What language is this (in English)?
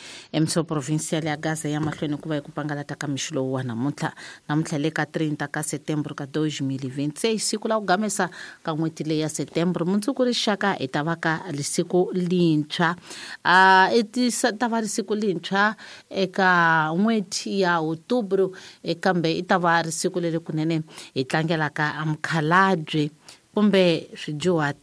Tsonga